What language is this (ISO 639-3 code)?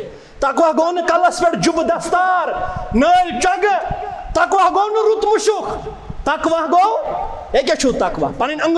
kas